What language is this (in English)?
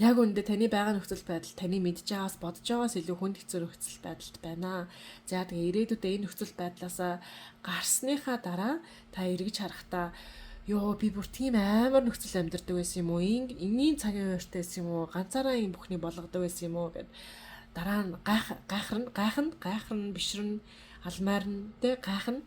Mongolian